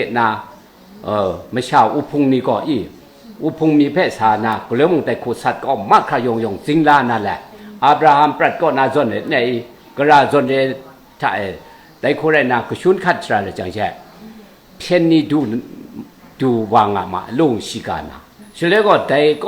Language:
Kachin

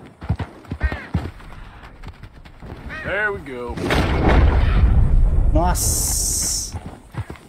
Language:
Portuguese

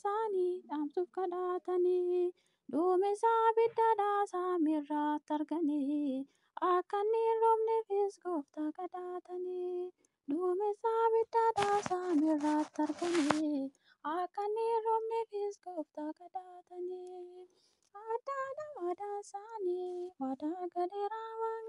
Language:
Oromo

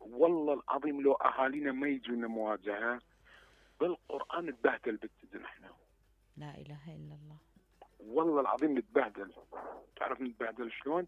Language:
Mesopotamian Arabic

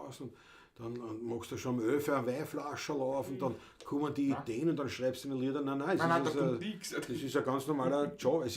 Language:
Bavarian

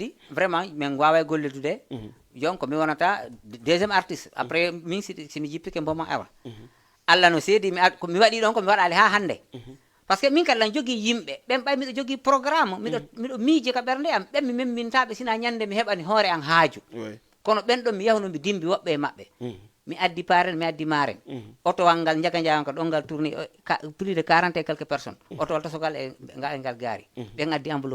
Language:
Fula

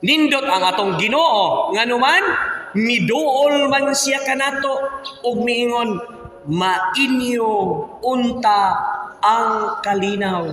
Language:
Cebuano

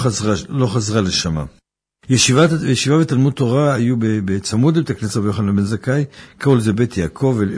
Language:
Hebrew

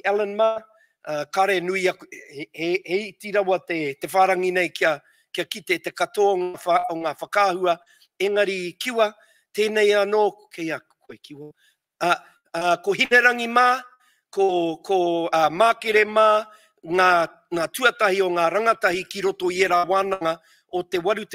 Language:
Māori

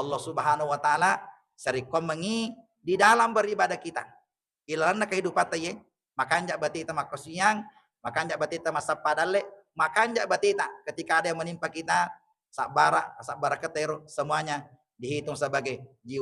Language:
Buginese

